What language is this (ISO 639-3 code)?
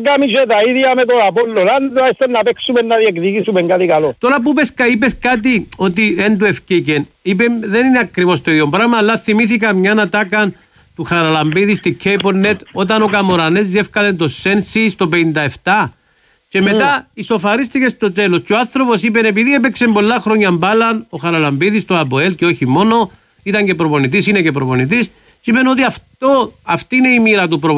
ell